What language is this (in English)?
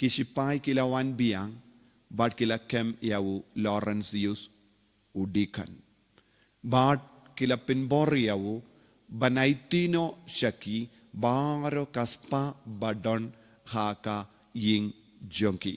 Khasi